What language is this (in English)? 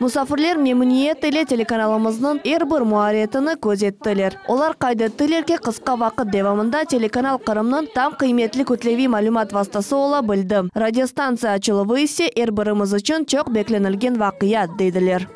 Crimean Tatar